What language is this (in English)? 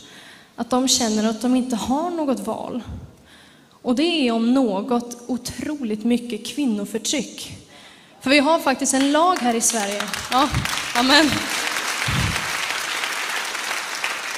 Swedish